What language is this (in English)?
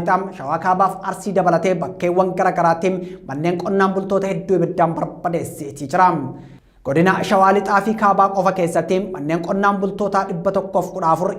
Oromo